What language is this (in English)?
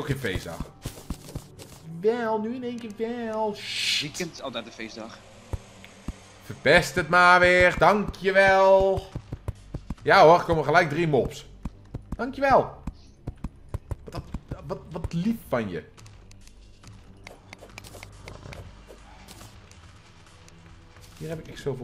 Dutch